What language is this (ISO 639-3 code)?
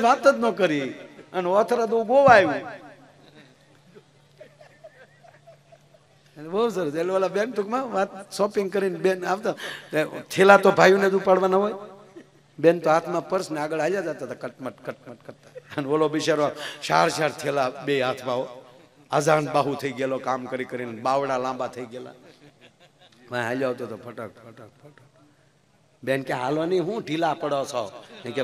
guj